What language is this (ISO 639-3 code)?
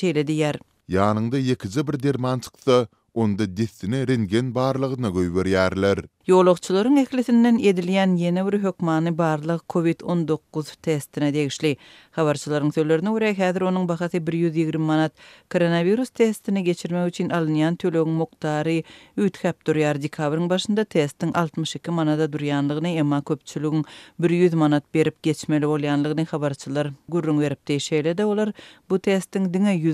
tuk